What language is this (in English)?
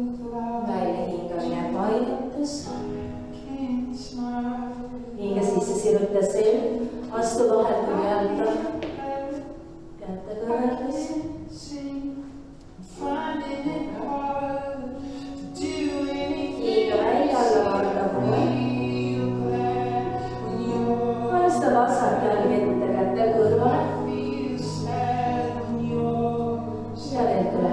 Estonian